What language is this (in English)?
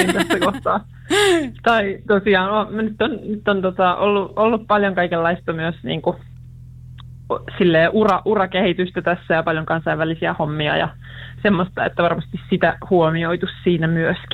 Finnish